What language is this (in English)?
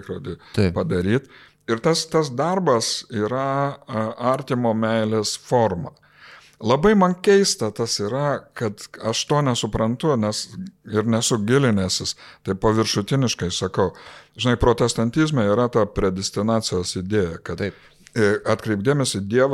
Lithuanian